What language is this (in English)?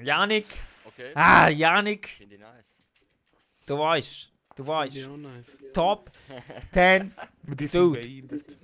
Swiss German